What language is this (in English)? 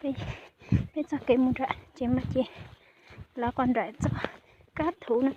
Hmong